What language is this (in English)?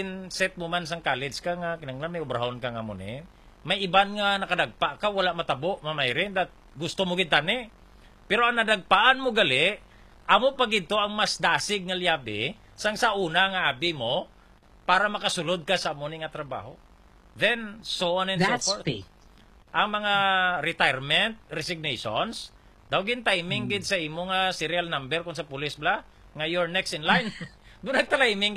Hiligaynon